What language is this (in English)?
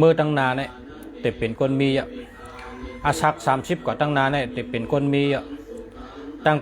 Shan